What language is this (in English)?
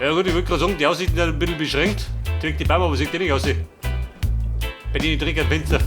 Bavarian